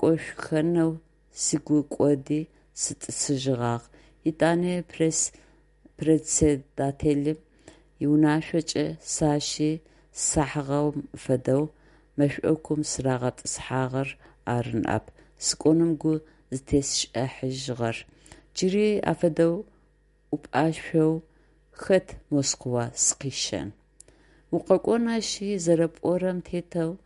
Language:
Adyghe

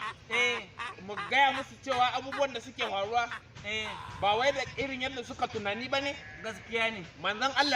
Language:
Hausa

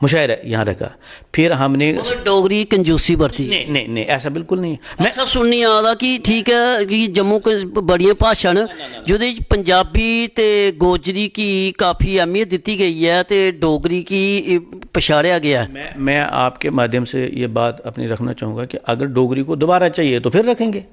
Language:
Dogri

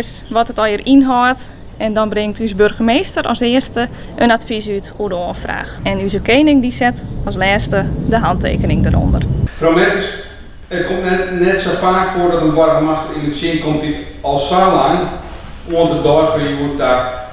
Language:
Western Frisian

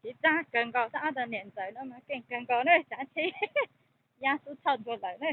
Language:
Hmong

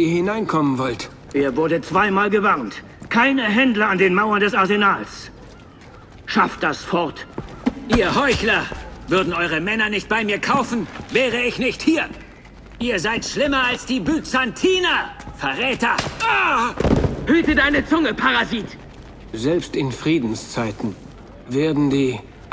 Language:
Bavarian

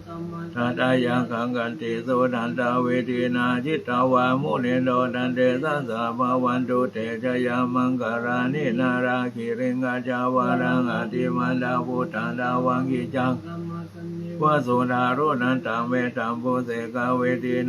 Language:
Pali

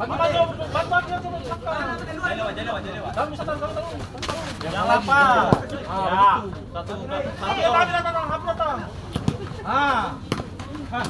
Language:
Ambonese Malay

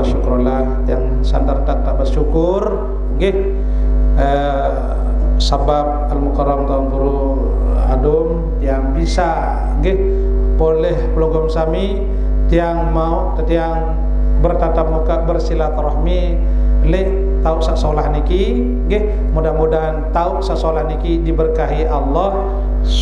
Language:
Sasak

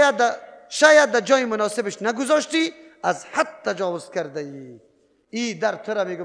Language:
Persian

